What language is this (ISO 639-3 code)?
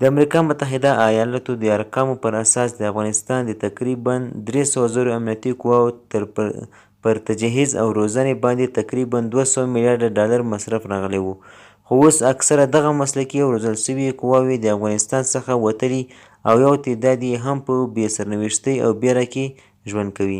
pus